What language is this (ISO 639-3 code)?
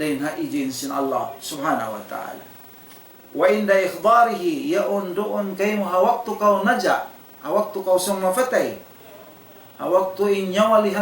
tsg